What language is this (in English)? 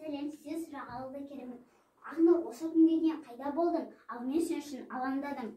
Kazakh